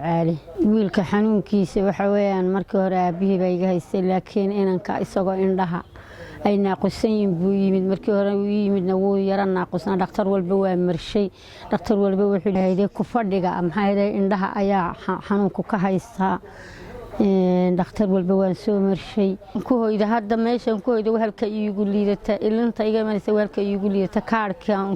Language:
Somali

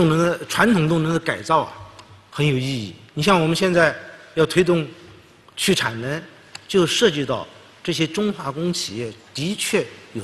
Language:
Chinese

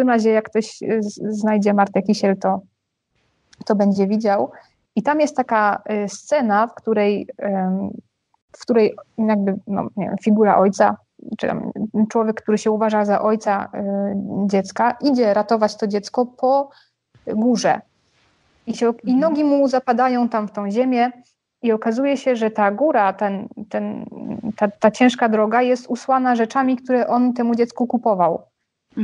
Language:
Polish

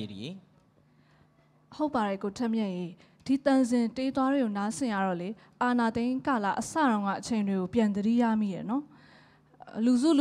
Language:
Burmese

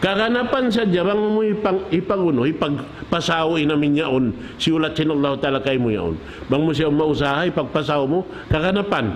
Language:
Tausug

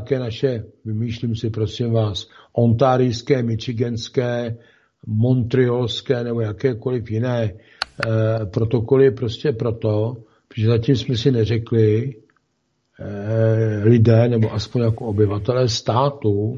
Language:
Czech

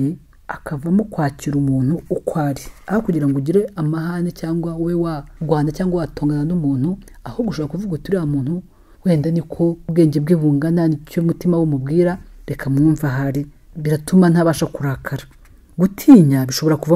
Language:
Kinyarwanda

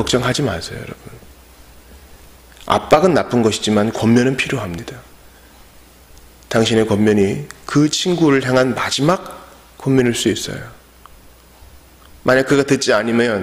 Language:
Korean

